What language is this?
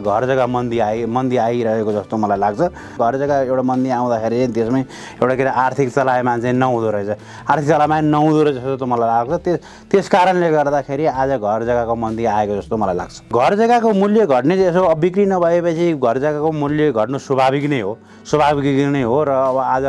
Nepali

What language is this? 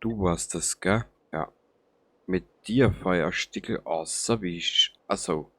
Bavarian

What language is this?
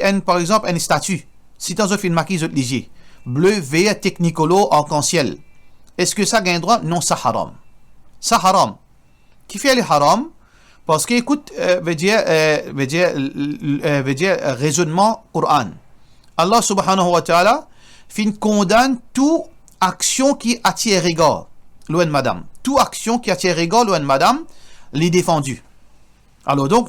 Morisyen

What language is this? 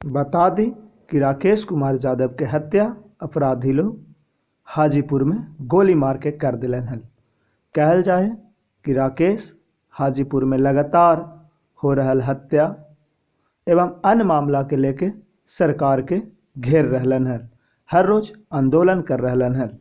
Magahi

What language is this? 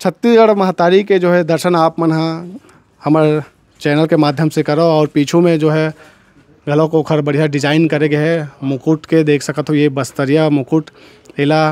Chhattisgarhi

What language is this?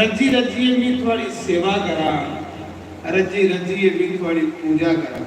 Dogri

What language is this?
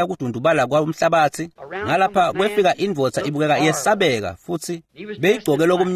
Swati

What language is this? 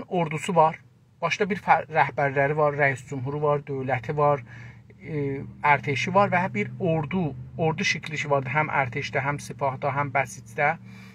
South Azerbaijani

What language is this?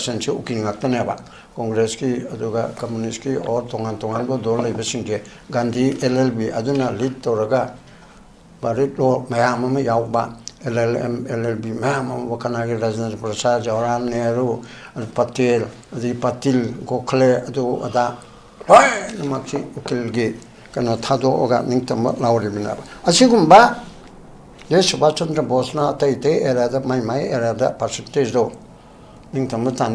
Manipuri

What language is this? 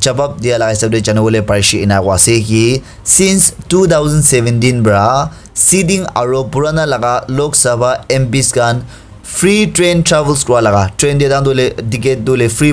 Naga Pidgin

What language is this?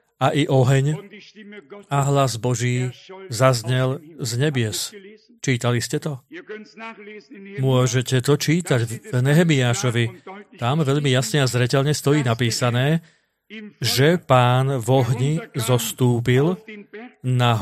Slovak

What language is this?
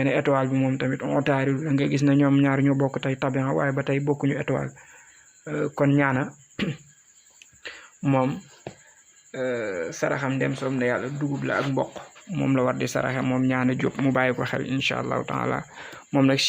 Wolof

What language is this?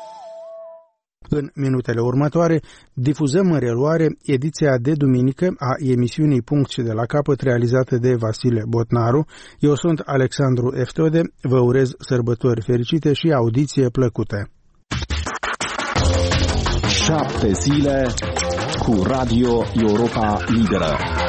Romanian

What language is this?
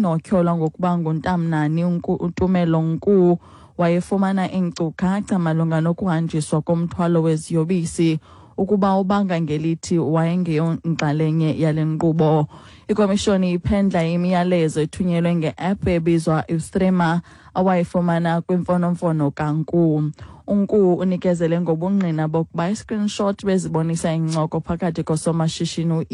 Xhosa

